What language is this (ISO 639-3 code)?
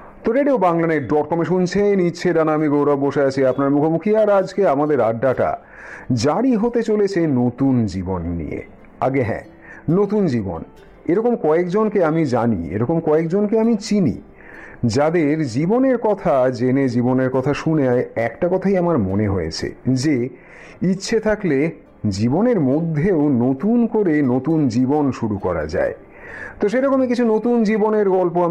ben